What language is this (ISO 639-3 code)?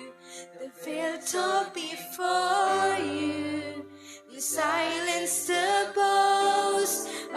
ilo